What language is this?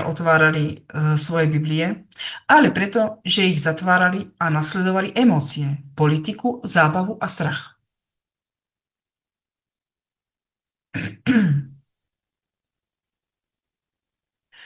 Slovak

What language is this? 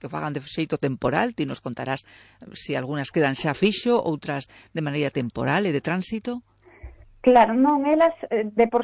Galician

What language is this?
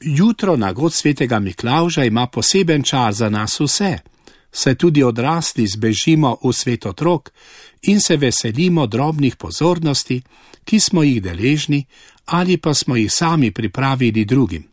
Slovenian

